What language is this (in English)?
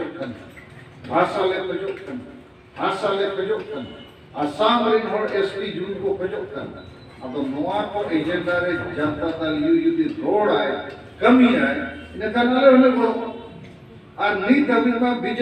Santali